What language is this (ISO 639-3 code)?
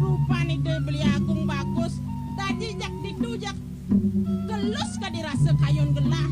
ban